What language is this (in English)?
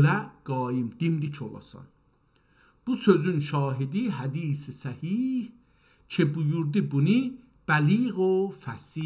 South Azerbaijani